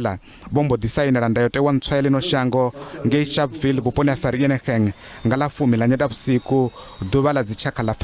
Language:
Venda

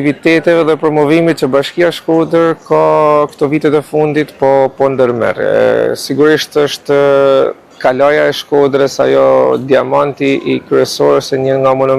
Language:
Albanian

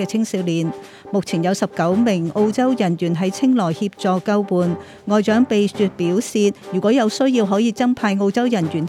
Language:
Cantonese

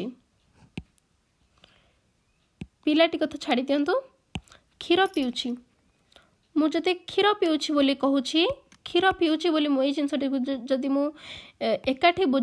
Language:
Odia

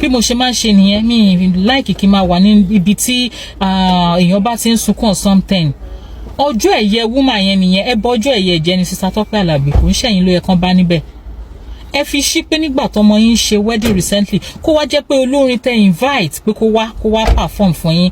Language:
Yoruba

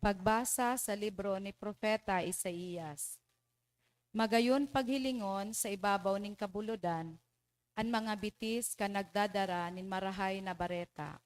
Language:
Bikol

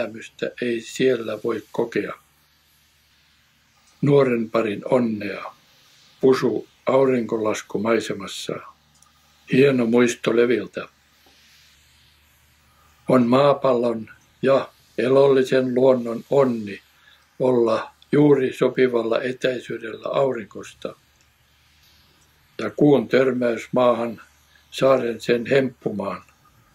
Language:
Finnish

